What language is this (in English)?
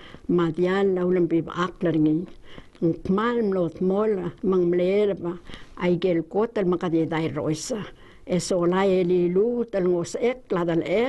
Palauan